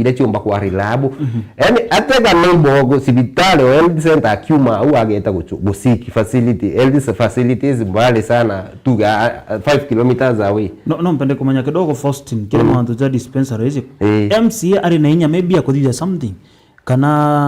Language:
Meru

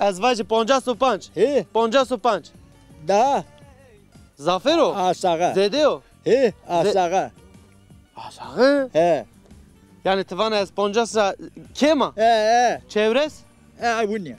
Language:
Zaza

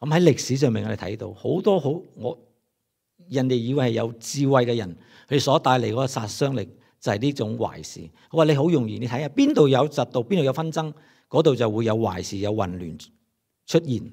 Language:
Cantonese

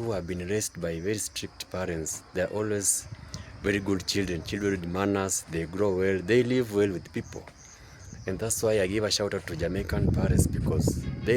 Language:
Jamaican Creole English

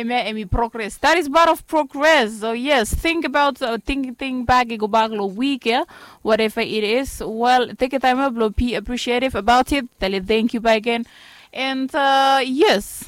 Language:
Bislama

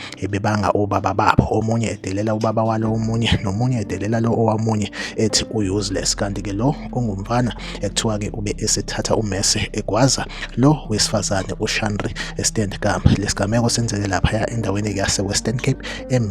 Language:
Zulu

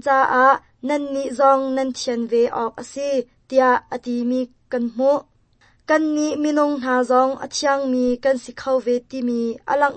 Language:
Hakha Chin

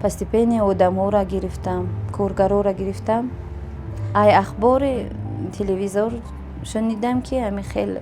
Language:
Tajik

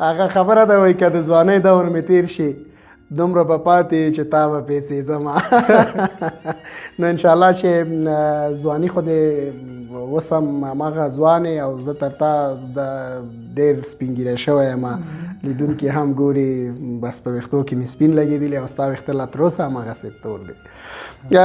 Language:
Pashto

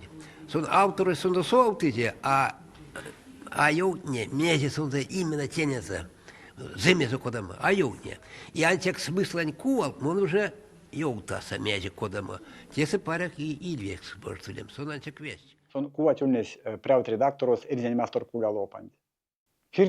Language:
Erzya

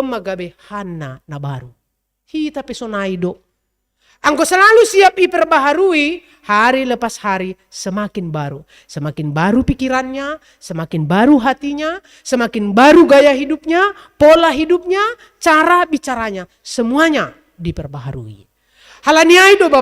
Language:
Batak Simalungun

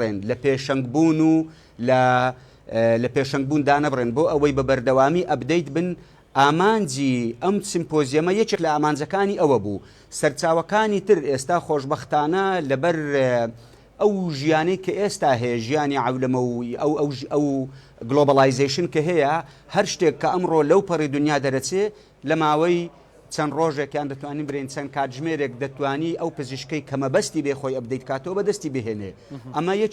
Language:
Central Kurdish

